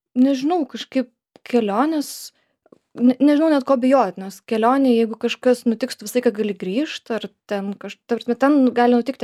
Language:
Lithuanian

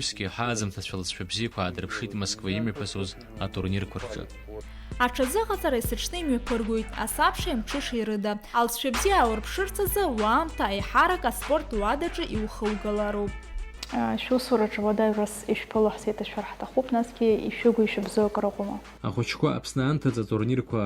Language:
Abkhazian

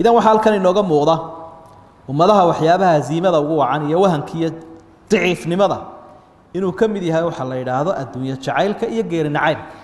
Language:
Somali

